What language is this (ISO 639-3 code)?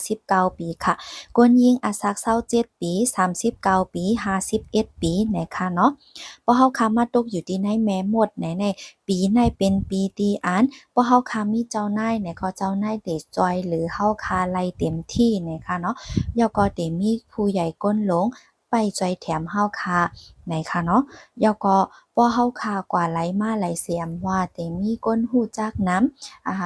shn